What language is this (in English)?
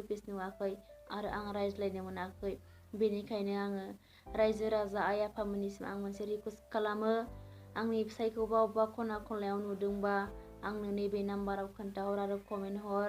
Bodo